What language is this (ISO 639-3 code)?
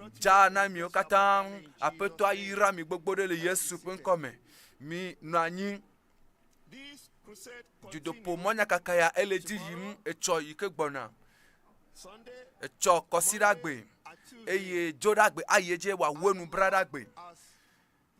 ewe